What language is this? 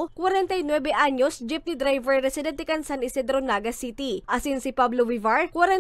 Bikol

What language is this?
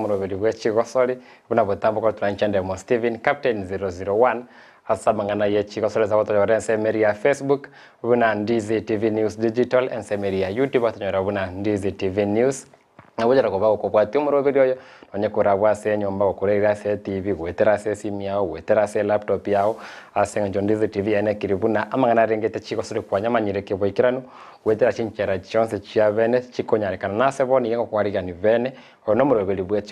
Gusii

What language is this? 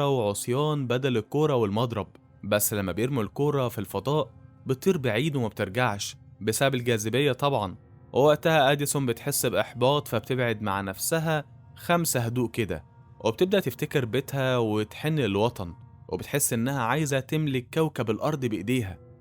Egyptian Arabic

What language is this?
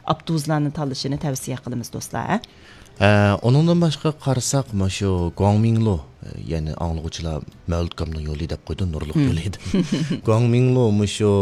Uyghur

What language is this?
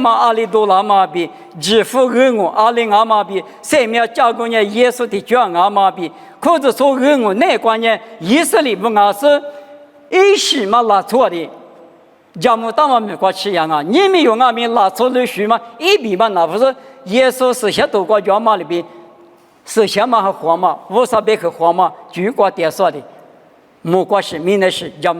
Lisu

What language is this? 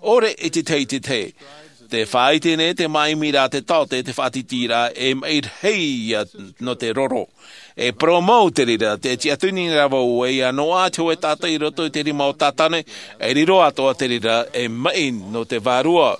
Tahitian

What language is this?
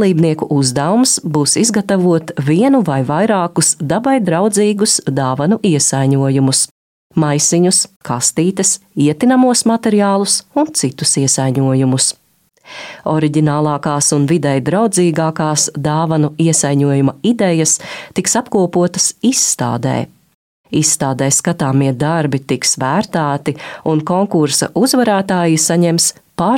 Latvian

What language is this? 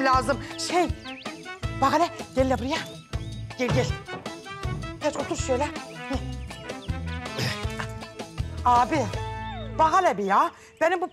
Turkish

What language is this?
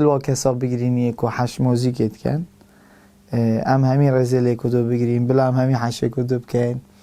Kurdish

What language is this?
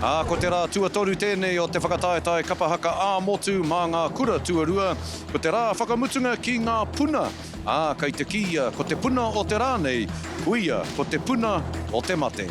Māori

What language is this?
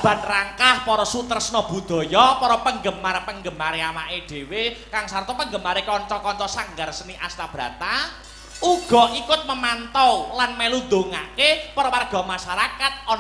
Javanese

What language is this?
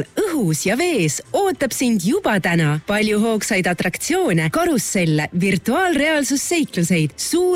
Estonian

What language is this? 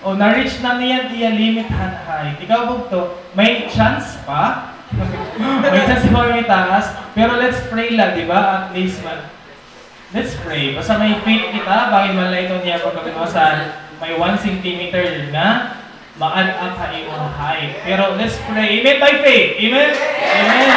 Waray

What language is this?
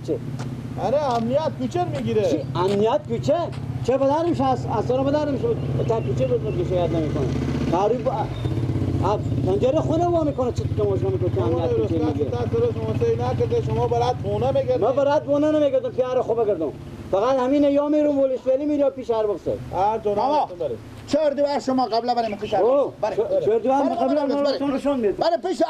Persian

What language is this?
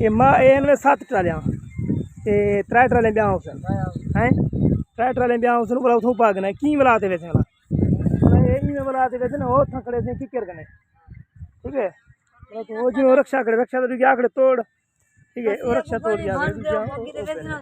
Saraiki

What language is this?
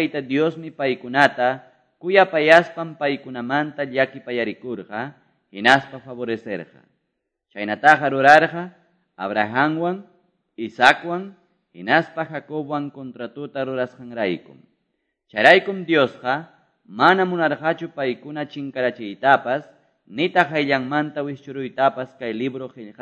Quechua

